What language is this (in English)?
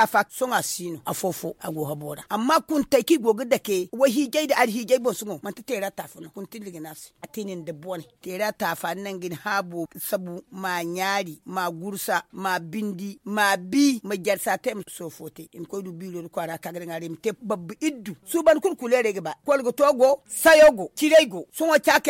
Zarma